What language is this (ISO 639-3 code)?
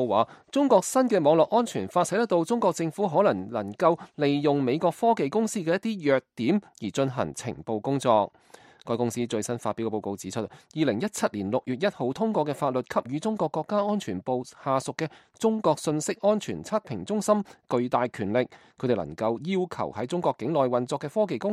yue